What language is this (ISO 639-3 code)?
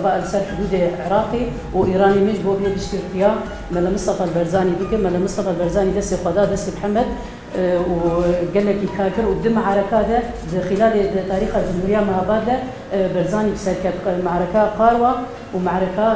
kur